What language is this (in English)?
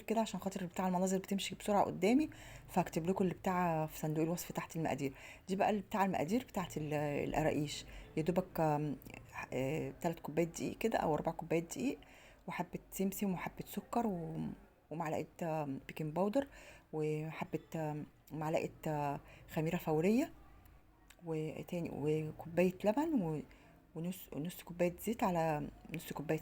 Egyptian Arabic